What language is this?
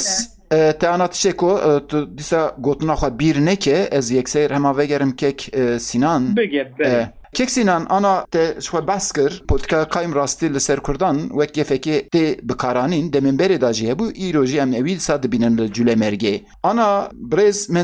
Kurdish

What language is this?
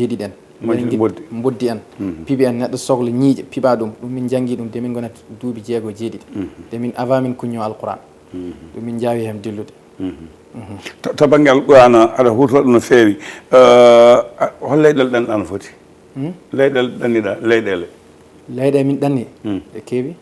Fula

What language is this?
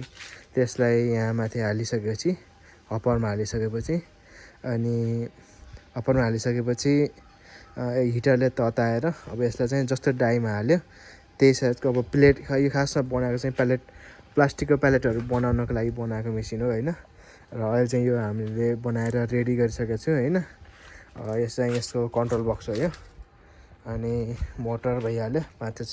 Nepali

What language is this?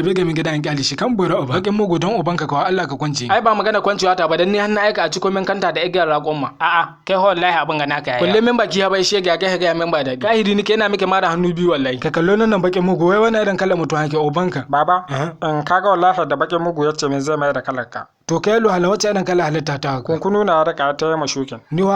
Hausa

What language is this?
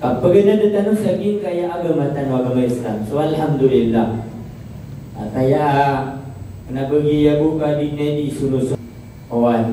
Maranao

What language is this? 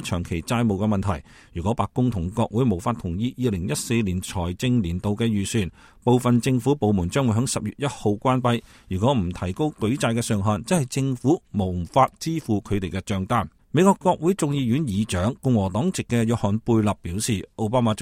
Cantonese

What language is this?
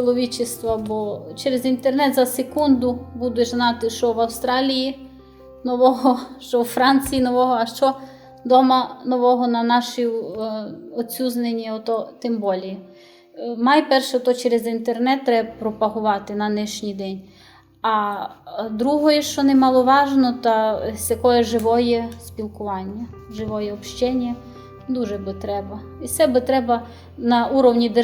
Rusyn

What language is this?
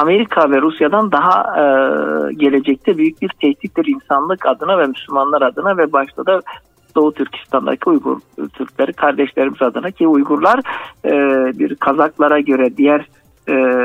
Turkish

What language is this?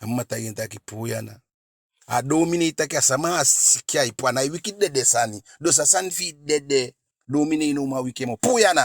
Eastern Maroon Creole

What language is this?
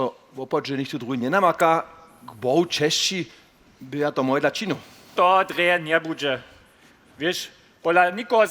Upper Sorbian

